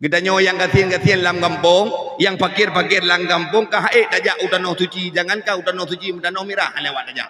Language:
Achinese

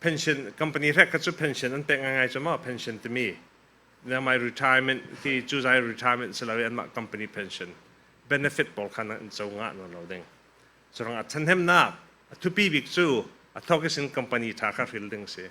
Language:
Falam Chin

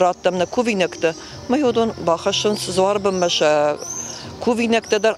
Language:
Ossetic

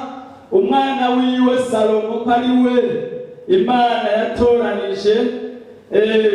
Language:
Rundi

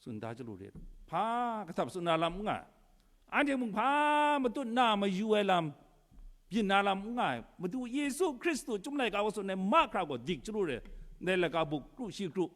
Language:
Kachin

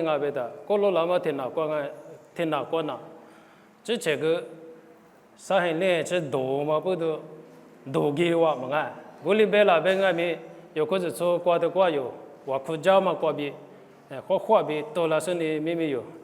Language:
Lisu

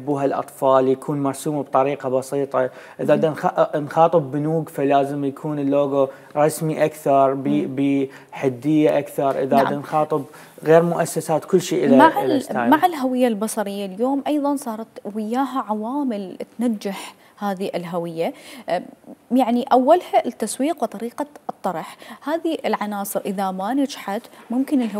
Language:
Mesopotamian Arabic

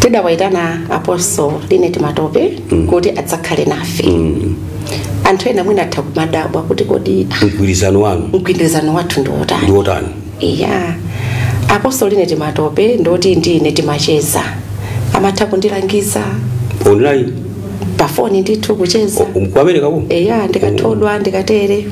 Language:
Nyanja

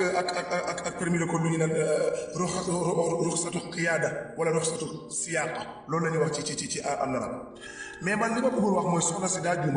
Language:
Wolof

